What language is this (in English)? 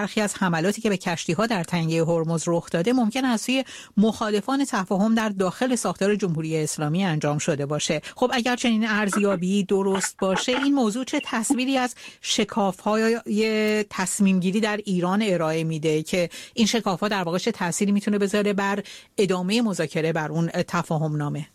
Persian